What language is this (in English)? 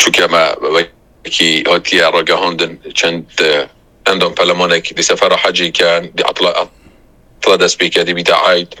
Kurdish